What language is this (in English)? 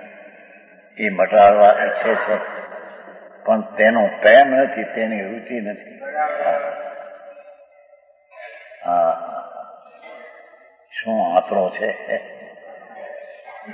Gujarati